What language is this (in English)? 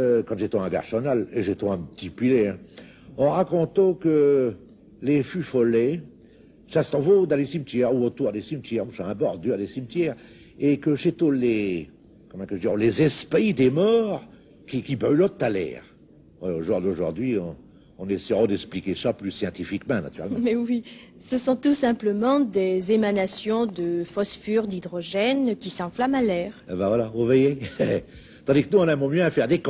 Picard